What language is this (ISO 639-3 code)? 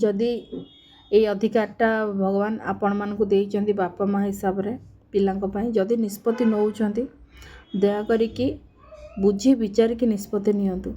ori